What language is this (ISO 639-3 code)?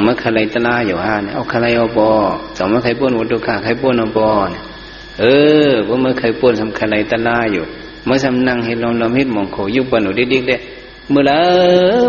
shn